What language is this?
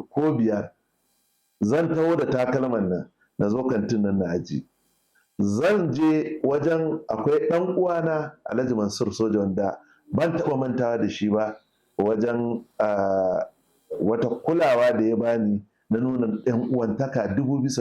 Hausa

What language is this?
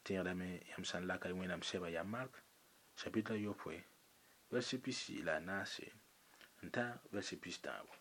Mossi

